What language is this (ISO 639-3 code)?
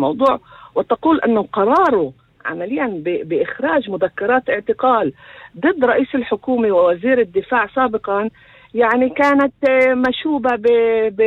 apc